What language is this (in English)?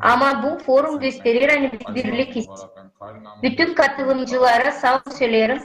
Gagauz